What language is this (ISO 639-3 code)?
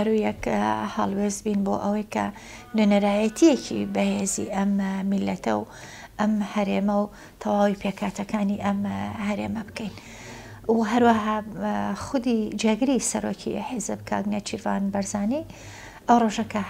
ckb